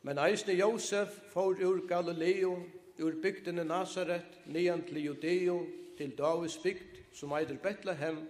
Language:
Faroese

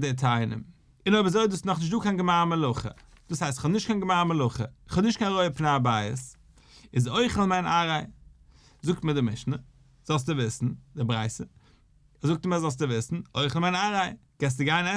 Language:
Yiddish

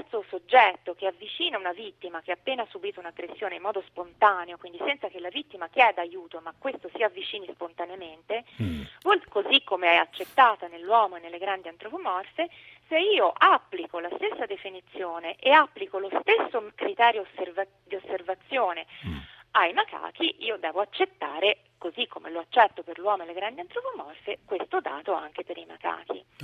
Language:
Italian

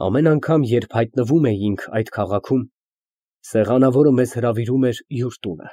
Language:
Armenian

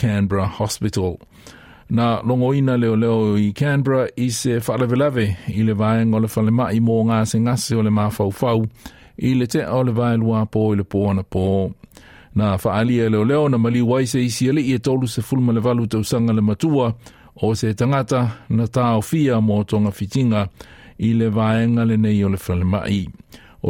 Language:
Samoan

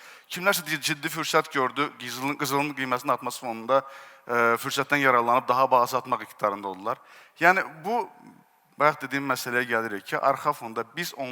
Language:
Azerbaijani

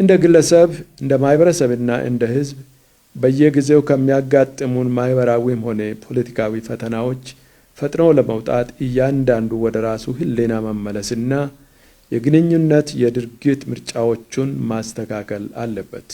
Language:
Amharic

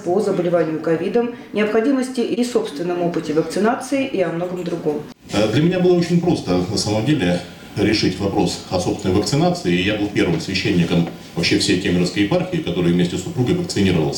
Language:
Russian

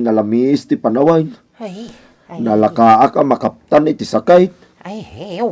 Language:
Iloko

